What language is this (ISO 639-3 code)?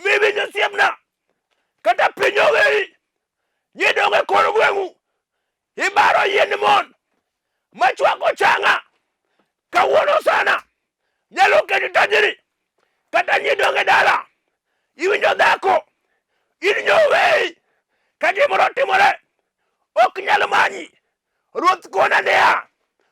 luo